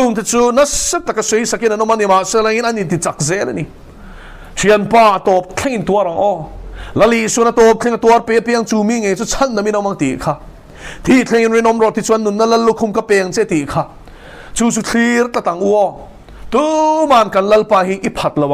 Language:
Mizo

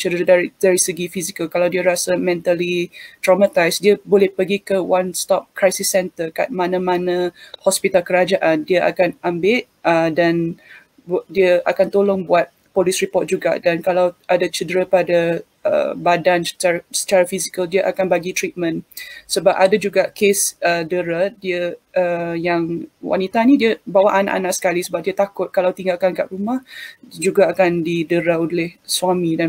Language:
Malay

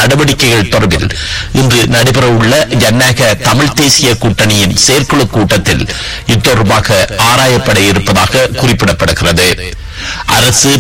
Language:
Tamil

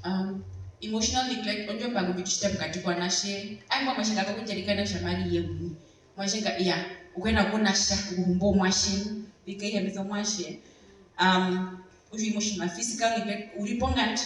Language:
Herero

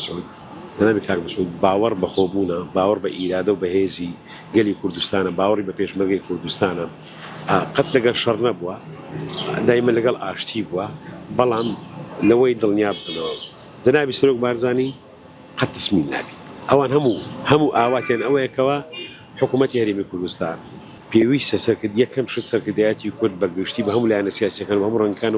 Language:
Central Kurdish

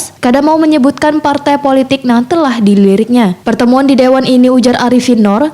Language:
Banjar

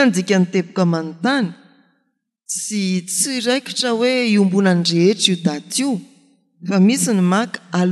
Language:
Malagasy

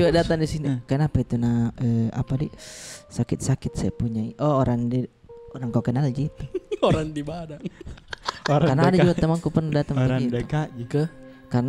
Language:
Makassar Malay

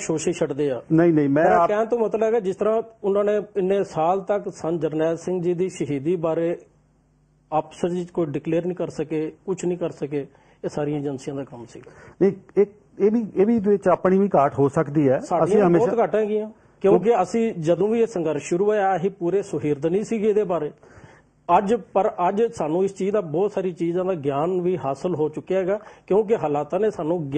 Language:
Punjabi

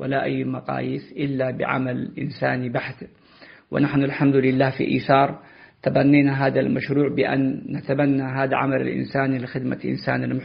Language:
Tigre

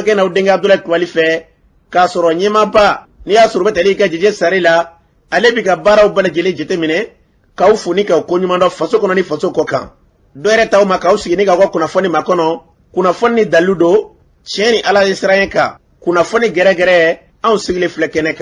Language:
Bambara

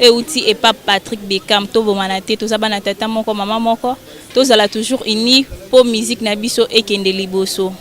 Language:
Lingala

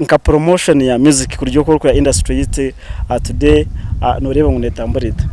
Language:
Nyankole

